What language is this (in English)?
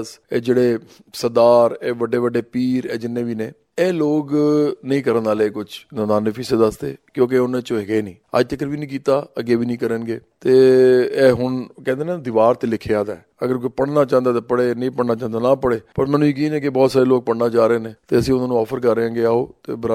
Punjabi